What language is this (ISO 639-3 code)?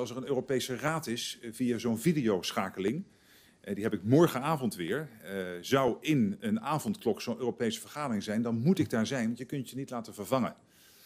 nld